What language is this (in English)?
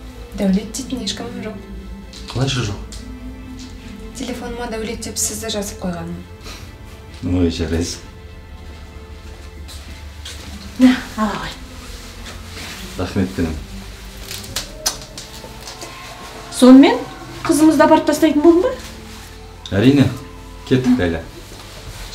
Kazakh